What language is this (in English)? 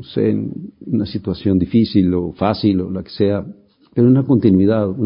Spanish